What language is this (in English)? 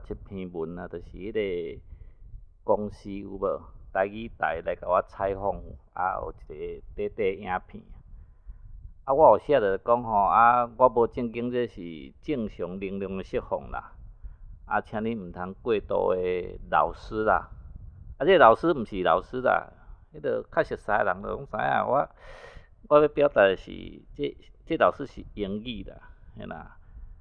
Min Nan Chinese